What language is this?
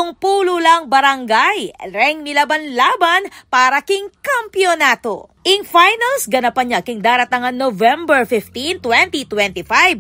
Pampanga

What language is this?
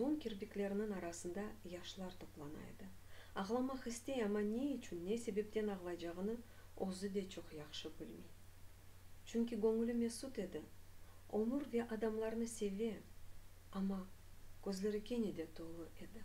Crimean Tatar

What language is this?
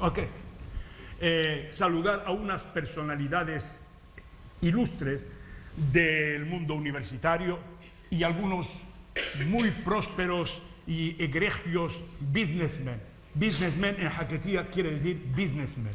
Ladino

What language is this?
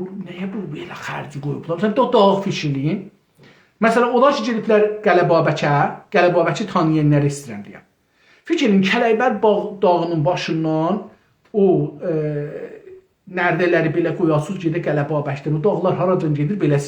South Azerbaijani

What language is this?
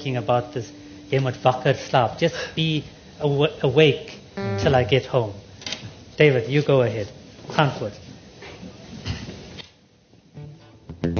Afrikaans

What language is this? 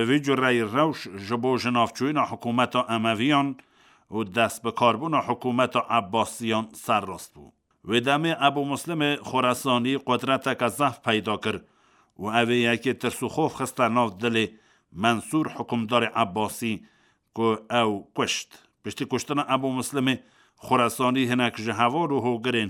Kurdish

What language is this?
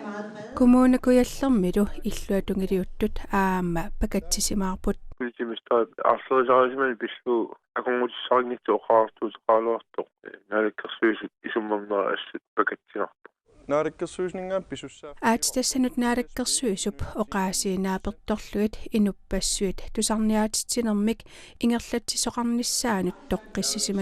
Kalaallisut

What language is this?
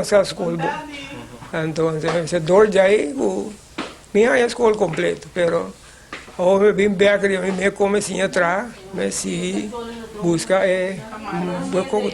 Papiamento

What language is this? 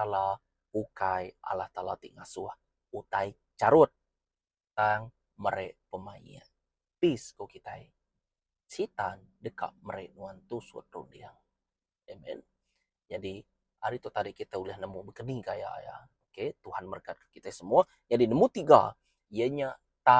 Iban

